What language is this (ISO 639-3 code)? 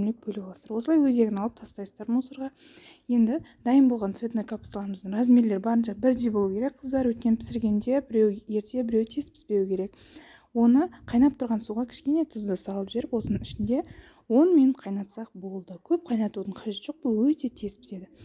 kaz